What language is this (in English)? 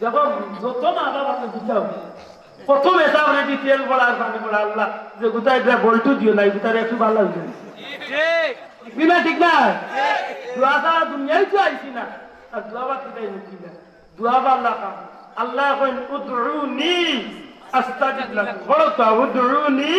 Sylheti